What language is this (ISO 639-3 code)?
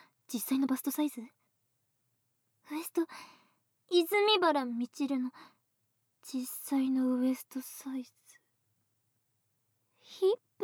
jpn